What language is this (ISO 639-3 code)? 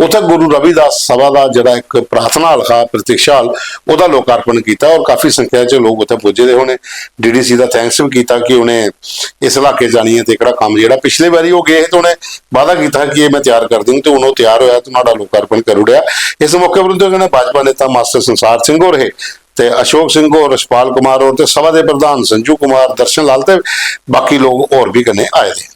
doi